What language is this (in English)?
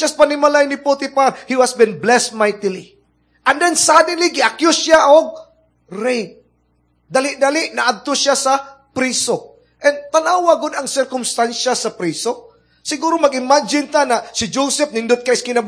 Cebuano